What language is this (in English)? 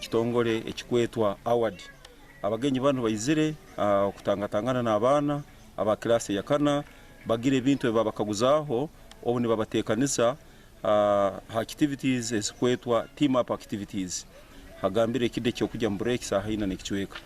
Nyankole